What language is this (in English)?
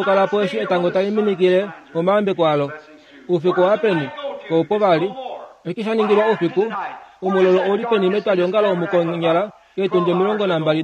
Kuanyama